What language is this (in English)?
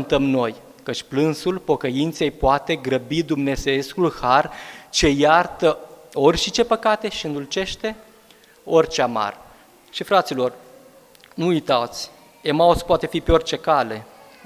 Romanian